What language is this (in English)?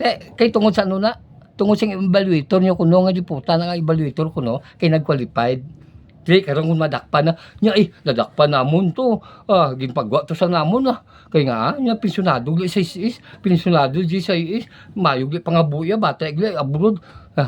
Hiligaynon